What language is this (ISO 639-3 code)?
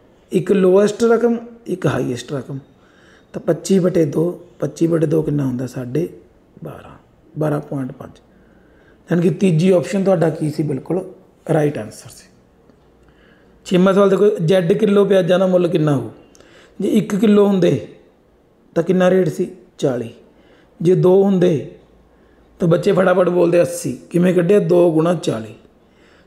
pan